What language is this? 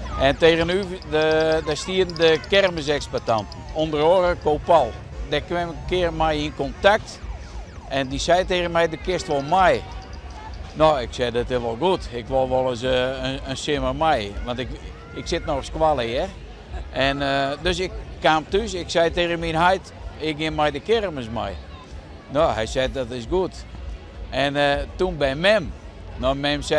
Western Frisian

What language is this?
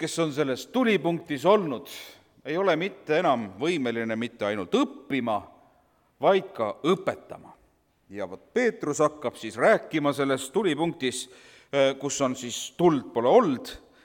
Estonian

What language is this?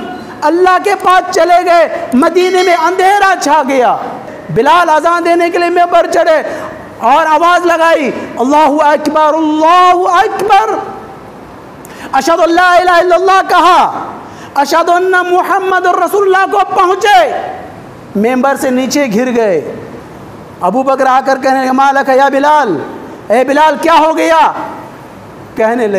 Urdu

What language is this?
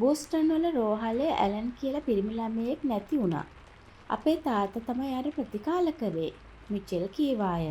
Sinhala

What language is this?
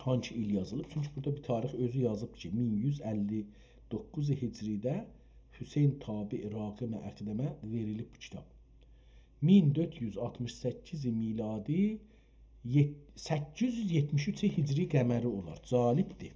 South Azerbaijani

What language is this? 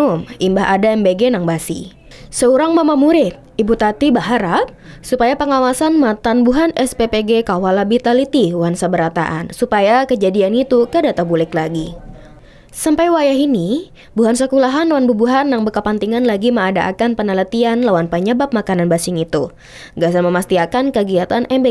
Banjar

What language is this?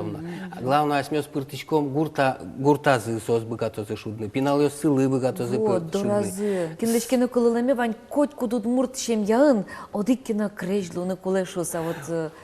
Udmurt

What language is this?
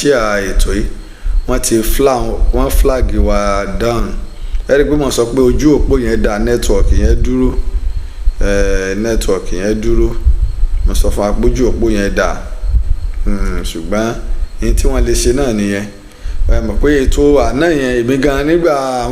Yoruba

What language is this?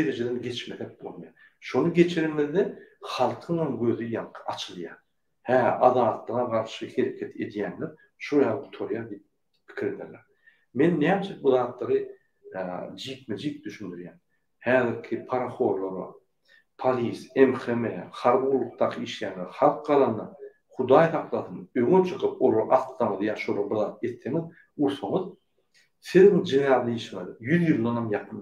Turkmen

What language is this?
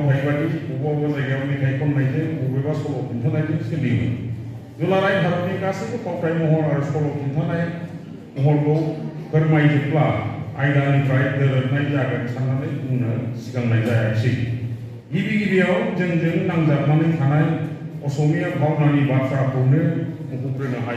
Bodo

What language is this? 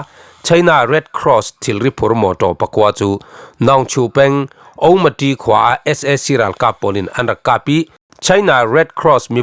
Falam Chin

